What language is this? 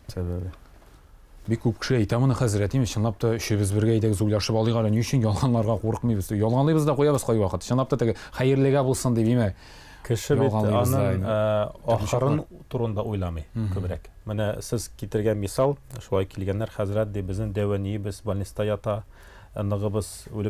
Tatar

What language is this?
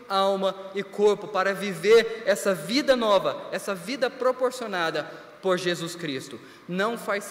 Portuguese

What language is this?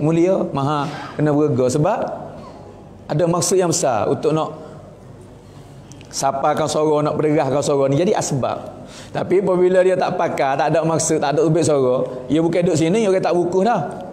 Malay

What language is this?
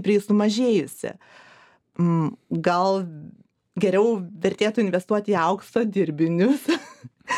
Lithuanian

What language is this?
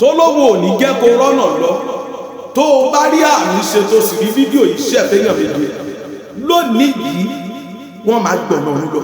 Yoruba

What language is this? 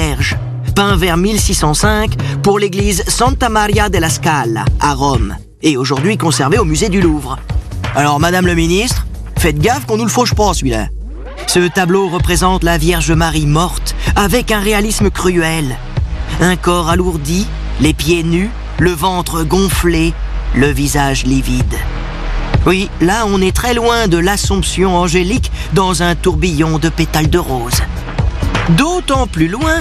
French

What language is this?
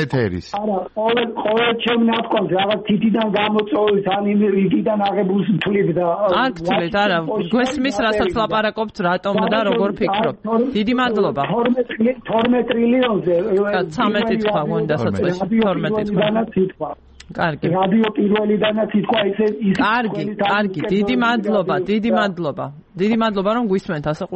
Georgian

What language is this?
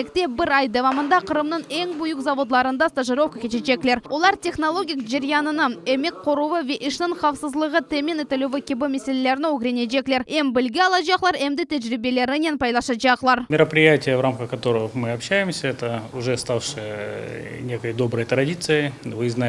Crimean Tatar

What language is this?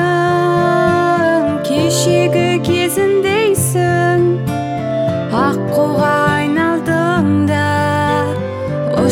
Kazakh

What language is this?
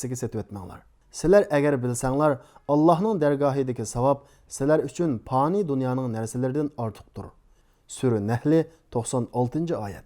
Uyghur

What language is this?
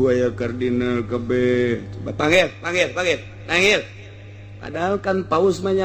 Sundanese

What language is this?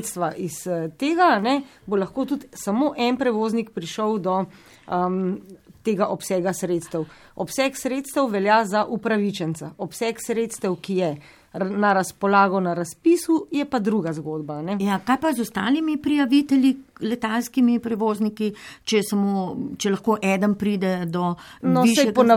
Slovenian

